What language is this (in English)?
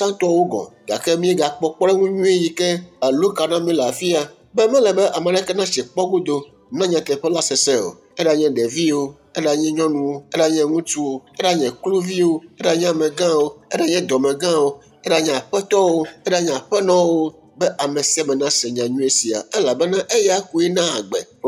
Ewe